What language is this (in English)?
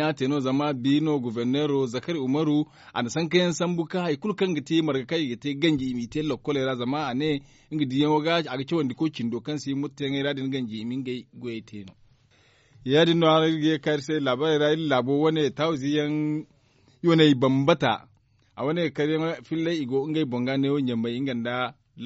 Zarma